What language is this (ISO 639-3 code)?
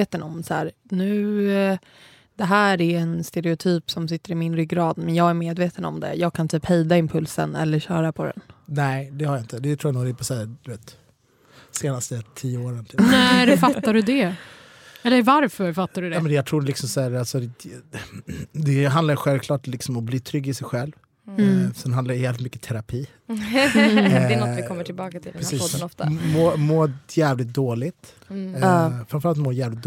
swe